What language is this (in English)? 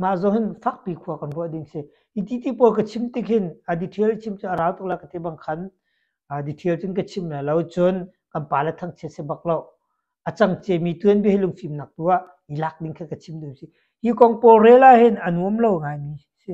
Hakha Chin